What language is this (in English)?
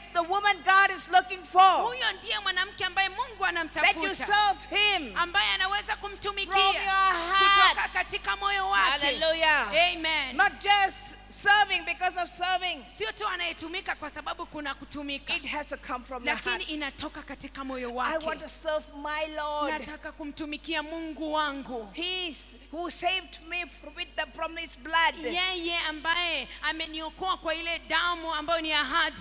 Swahili